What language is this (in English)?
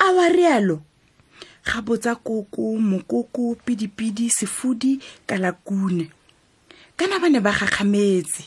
Tswana